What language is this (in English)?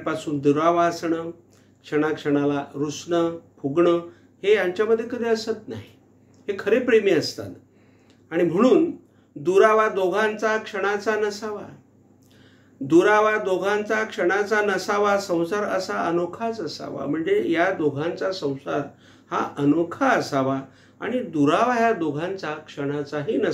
Marathi